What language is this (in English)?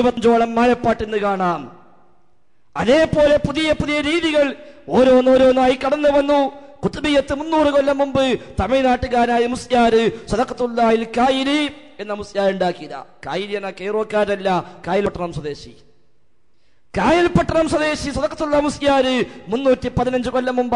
Malayalam